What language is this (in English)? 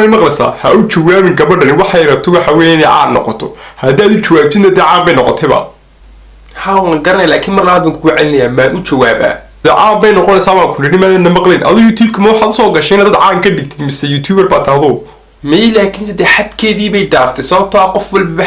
Somali